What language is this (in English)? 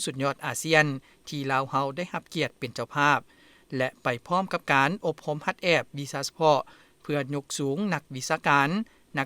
Lao